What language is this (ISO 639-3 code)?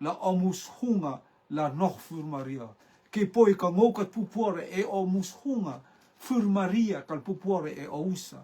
rtm